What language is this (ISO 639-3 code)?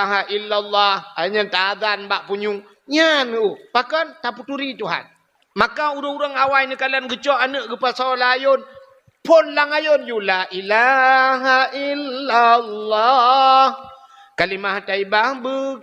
ace